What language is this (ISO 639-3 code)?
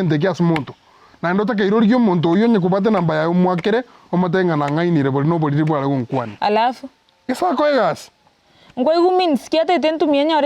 guz